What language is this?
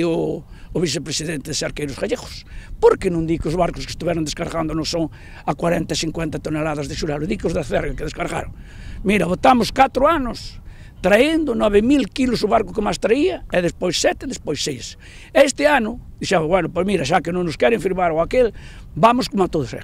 Galician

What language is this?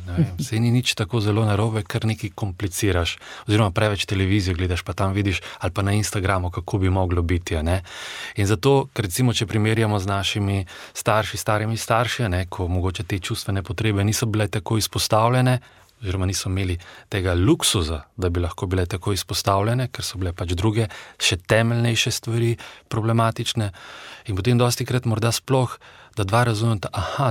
Slovenian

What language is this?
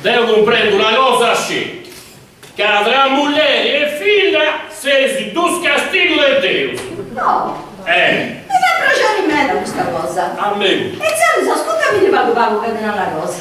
Sardinian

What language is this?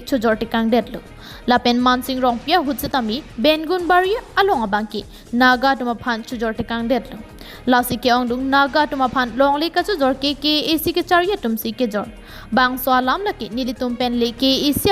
Karbi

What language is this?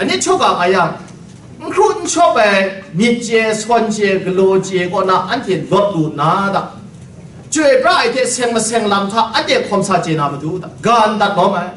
Kachin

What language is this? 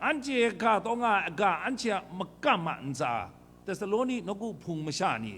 Kachin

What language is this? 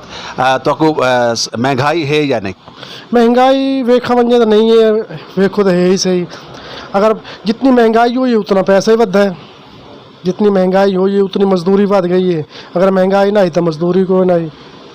Saraiki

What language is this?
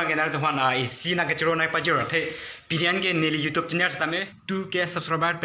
Karbi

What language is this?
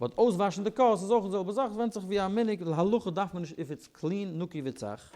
Yiddish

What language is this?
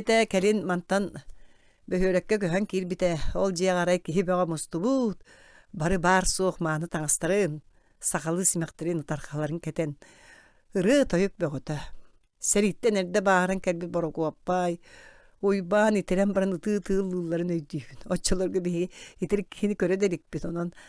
Yakut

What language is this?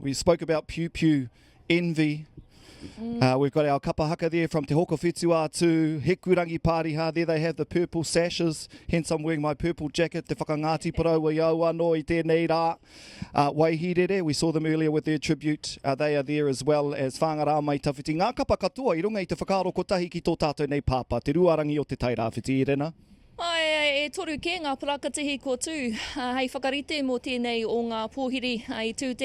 Māori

